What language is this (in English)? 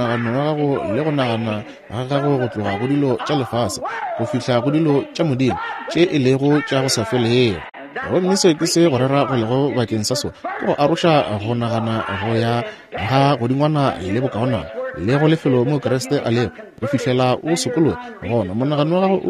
Northern Sotho